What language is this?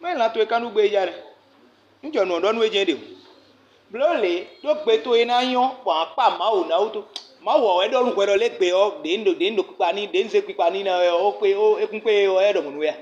Fon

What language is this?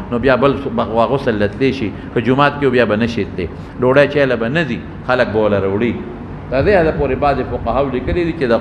Pashto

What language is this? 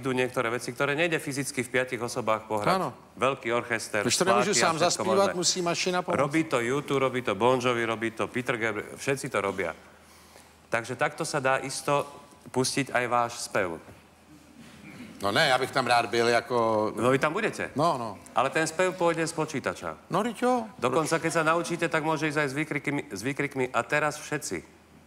Slovak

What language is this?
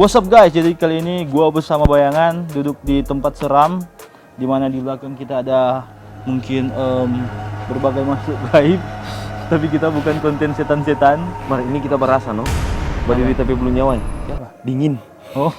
Manado Malay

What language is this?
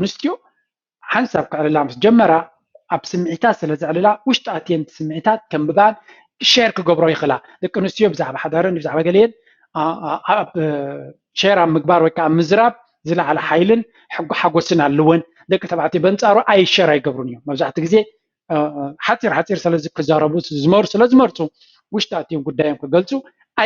Tigrinya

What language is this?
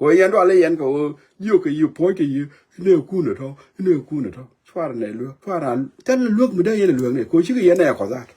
Nuer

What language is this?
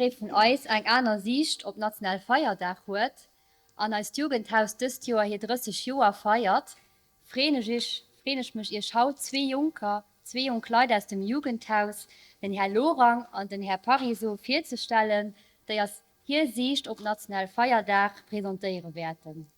Luxembourgish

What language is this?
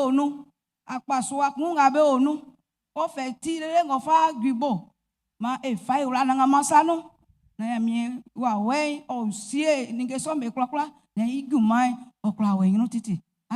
Baoulé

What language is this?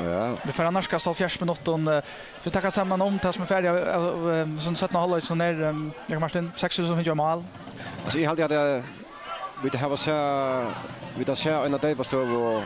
Faroese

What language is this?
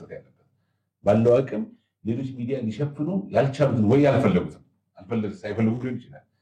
Amharic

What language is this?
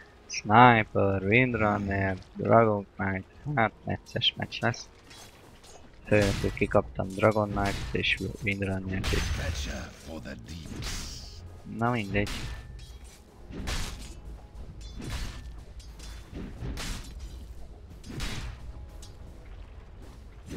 Hungarian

